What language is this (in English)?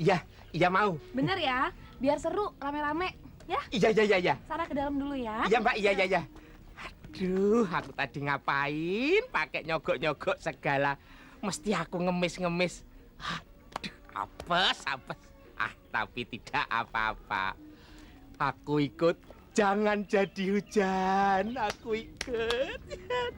Betawi